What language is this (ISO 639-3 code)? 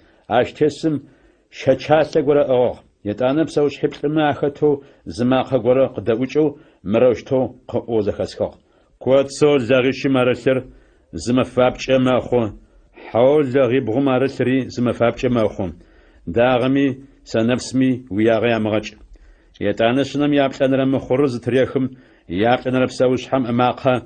ady